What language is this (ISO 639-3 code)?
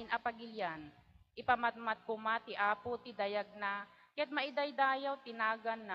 ilo